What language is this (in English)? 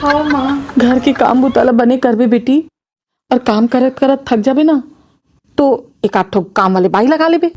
Chhattisgarhi